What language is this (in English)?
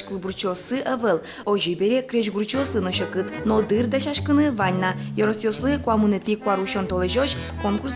Udmurt